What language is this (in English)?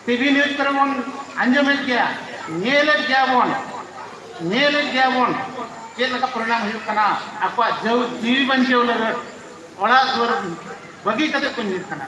Santali